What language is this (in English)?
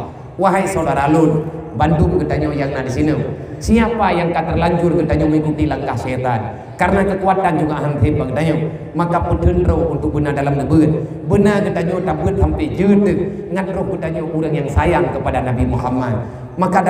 Achinese